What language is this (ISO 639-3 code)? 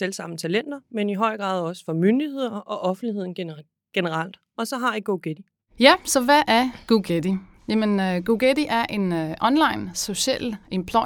dan